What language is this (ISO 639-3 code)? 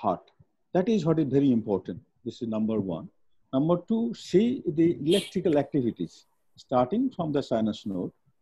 eng